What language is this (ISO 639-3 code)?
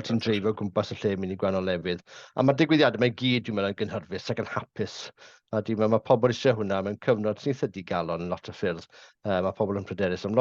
cym